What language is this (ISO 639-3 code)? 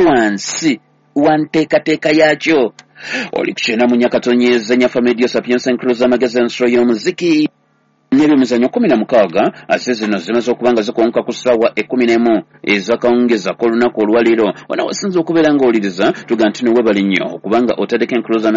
lug